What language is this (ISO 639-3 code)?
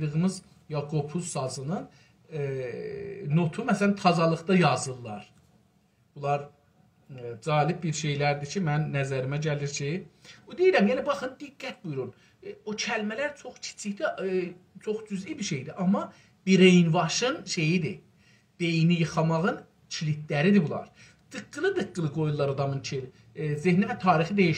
azb